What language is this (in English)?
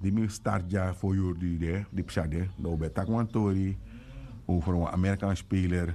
Sranan Tongo